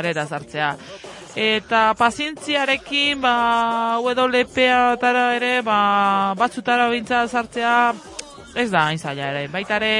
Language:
Basque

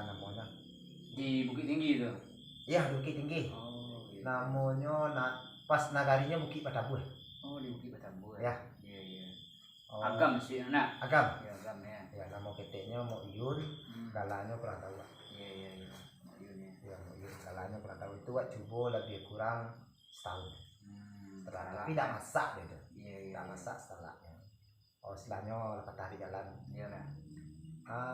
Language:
Minangkabau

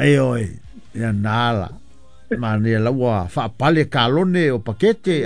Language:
Samoan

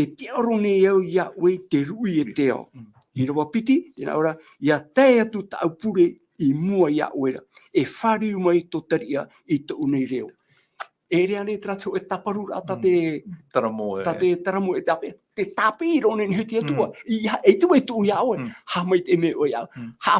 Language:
Tahitian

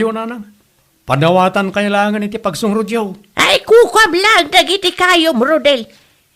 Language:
Iloko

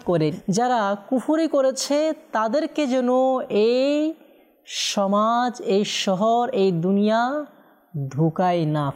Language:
Bangla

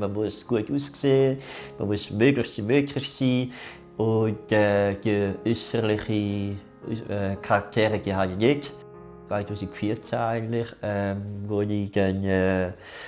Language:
Swiss German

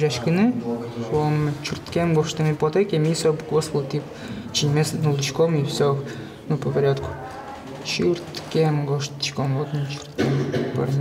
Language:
Udmurt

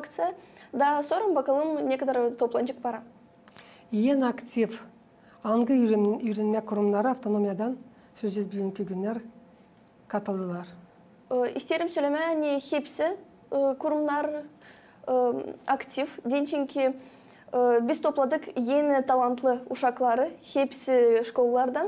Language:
Gagauz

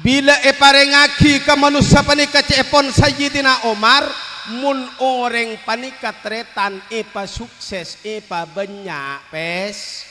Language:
Madurese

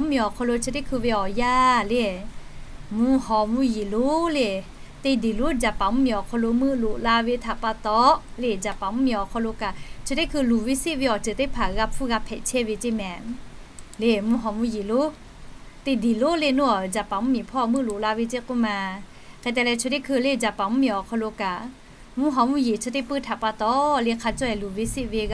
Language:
Lahu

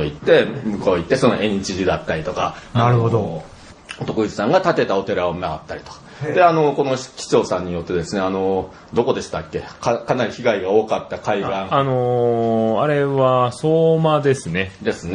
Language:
Japanese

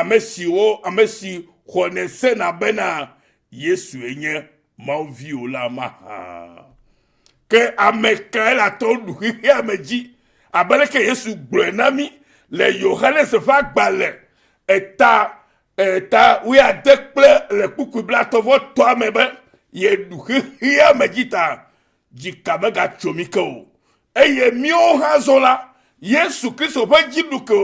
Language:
Ewe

